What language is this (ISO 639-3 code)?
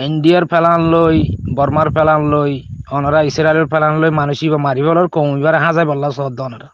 rhg